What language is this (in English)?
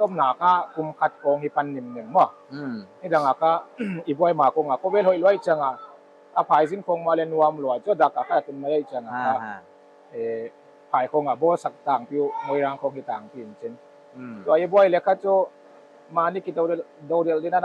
Paite Chin